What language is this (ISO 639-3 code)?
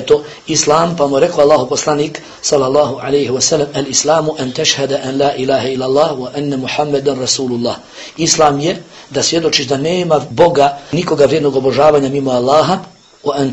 bos